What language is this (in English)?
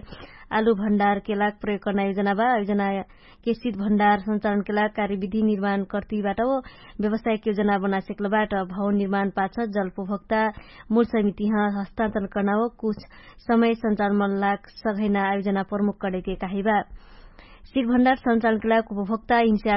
Dangaura Tharu